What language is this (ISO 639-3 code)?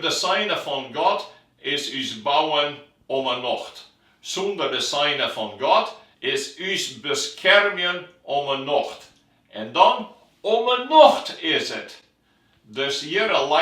fry